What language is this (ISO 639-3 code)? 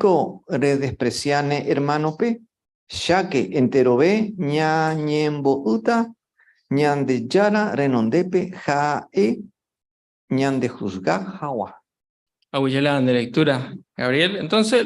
grn